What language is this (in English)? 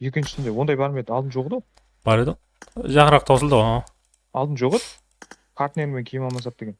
Kara-Kalpak